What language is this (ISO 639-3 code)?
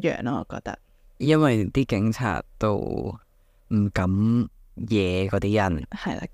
yue